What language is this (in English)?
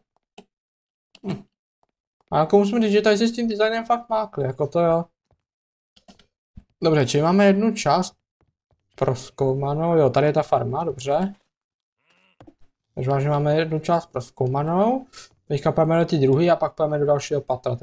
Czech